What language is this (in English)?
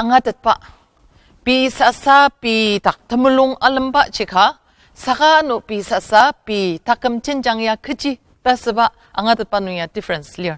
Ao Naga